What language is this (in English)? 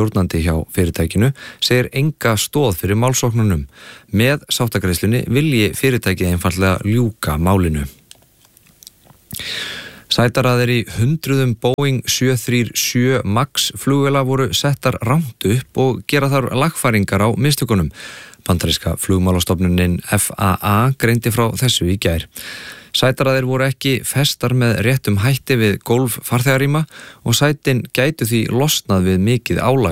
Icelandic